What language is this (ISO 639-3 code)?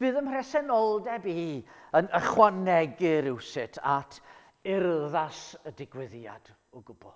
cym